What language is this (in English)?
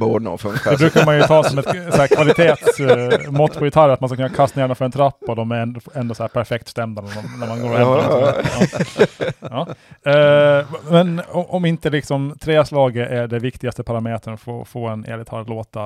Swedish